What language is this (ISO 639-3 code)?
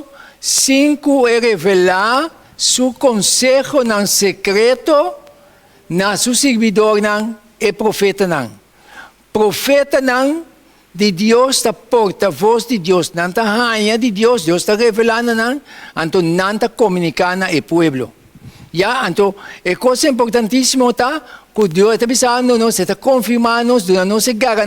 pap